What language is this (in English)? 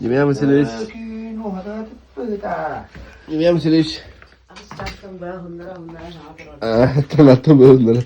Yakut